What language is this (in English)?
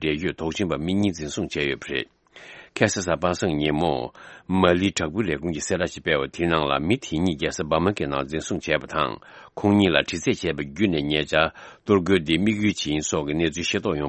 Tibetan